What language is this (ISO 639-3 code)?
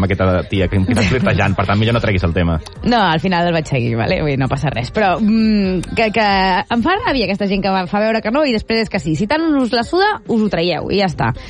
cat